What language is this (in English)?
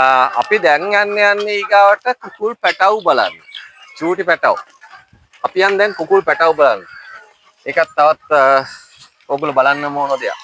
Sinhala